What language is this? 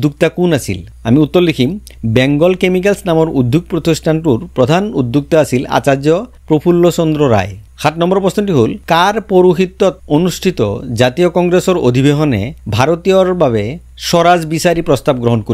Assamese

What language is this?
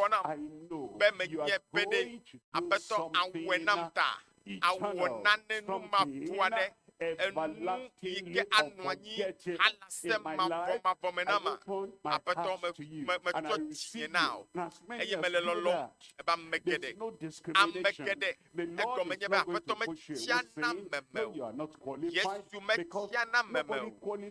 Ewe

